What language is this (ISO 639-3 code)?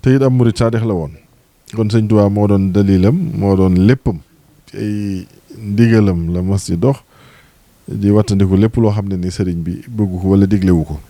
wol